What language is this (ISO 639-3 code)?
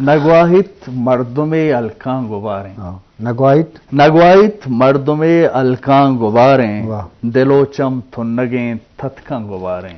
bgp